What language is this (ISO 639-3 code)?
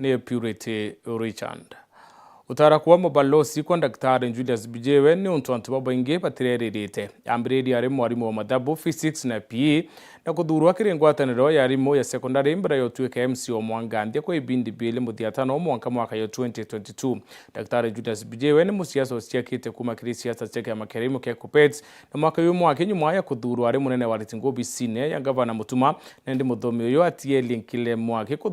mer